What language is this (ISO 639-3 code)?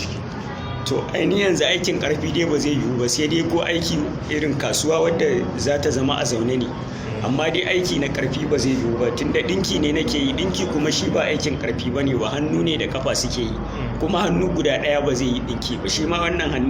hau